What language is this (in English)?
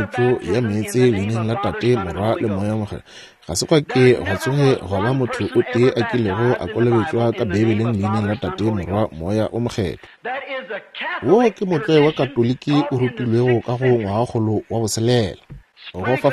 Northern Sotho